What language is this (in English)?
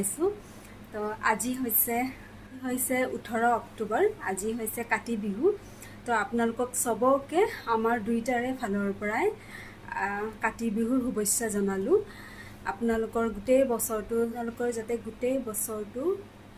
Assamese